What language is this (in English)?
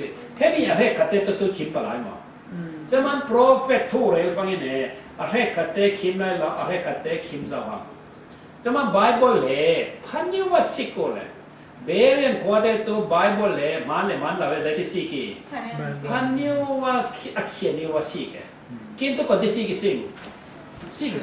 Falam Chin